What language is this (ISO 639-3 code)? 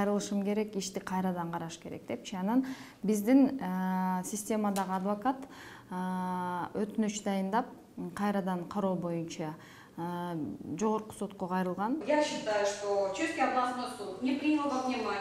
kir